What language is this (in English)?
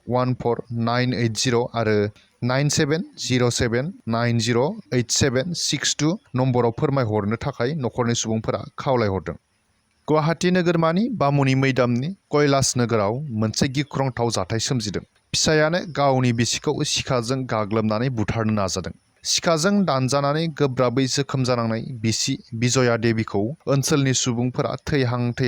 Bodo